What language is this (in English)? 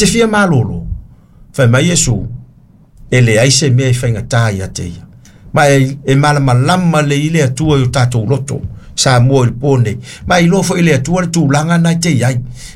Samoan